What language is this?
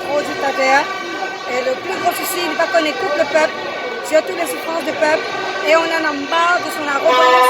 Morisyen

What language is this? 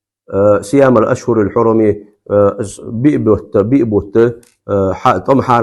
Ingush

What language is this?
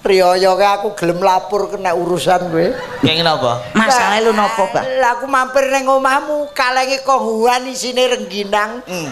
Javanese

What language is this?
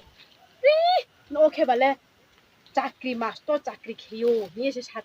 Riang (India)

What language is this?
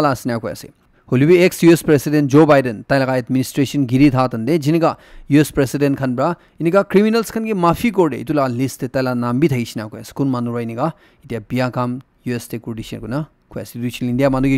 Naga Pidgin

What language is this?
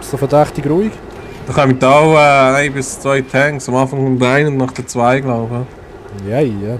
Swiss German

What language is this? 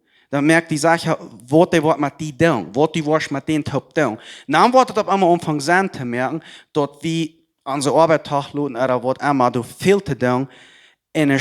Plautdietsch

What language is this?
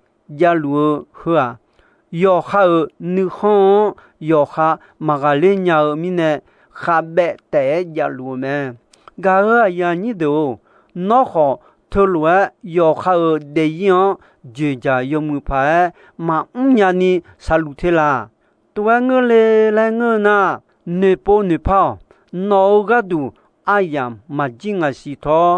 Akha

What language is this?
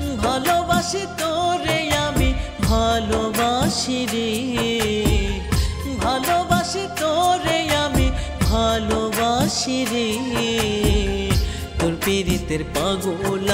Bangla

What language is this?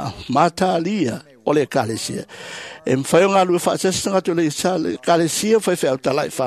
Samoan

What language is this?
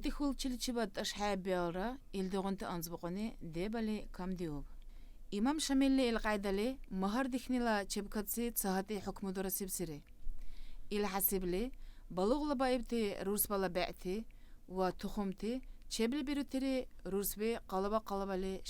Dargwa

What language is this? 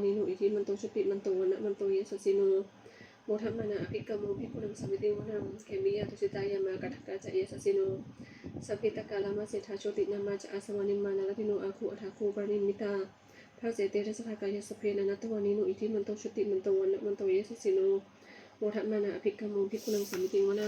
Pali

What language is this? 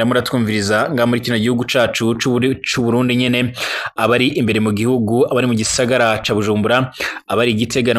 Rundi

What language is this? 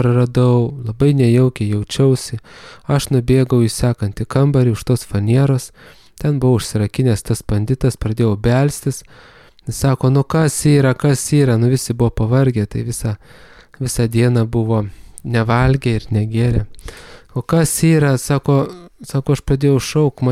Lithuanian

